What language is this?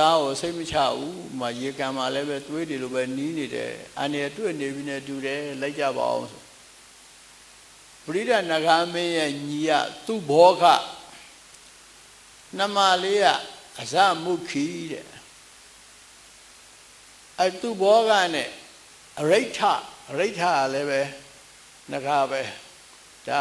Burmese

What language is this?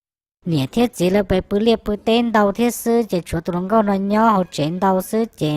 Hmong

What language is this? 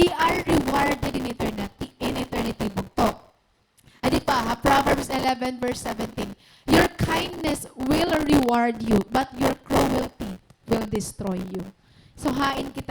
Waray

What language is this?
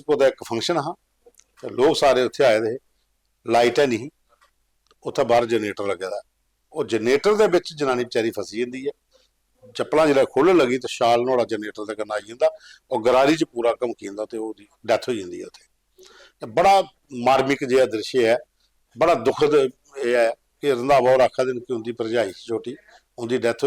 Dogri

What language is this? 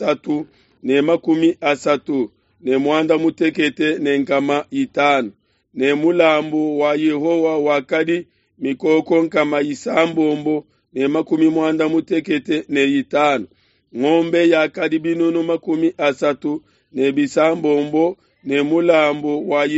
Luba-Lulua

